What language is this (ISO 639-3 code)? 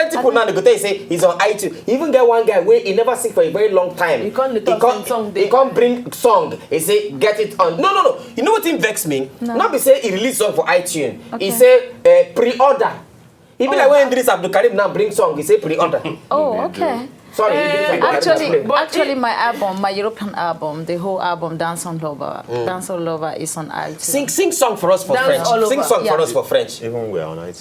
pcm